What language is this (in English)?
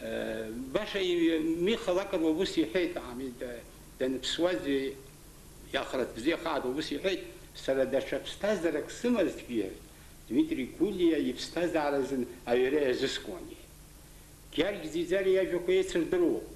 Abkhazian